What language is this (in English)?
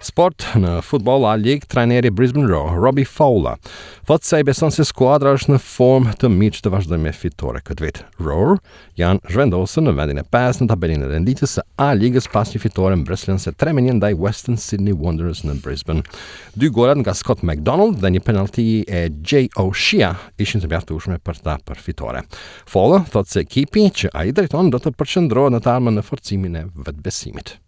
Albanian